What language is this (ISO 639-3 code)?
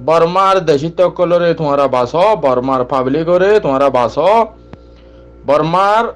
rhg